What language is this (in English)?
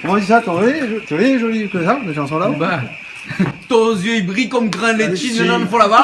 Réunion Creole French